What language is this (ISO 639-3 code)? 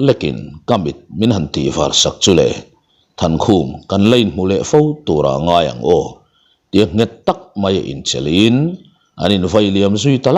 lus